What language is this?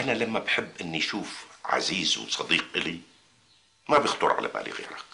North Levantine Arabic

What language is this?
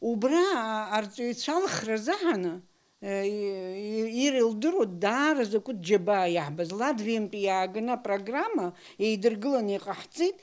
Abkhazian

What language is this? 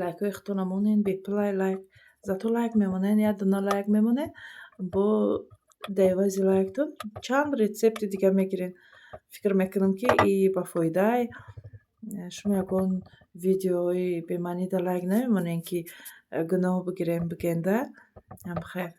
Tajik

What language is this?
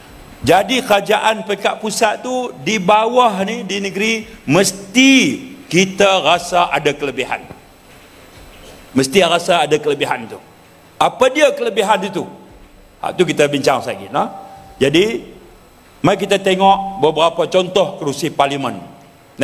Malay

